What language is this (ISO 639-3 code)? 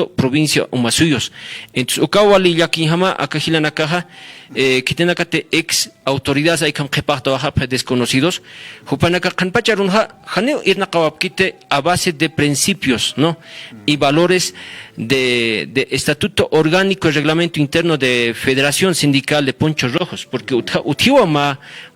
aym